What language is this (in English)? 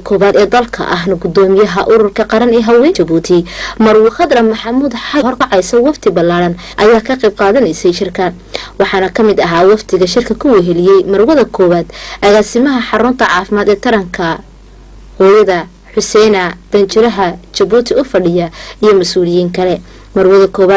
Somali